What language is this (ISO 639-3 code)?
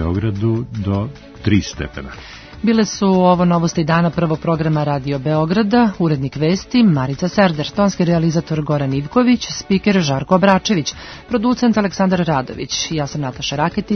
srp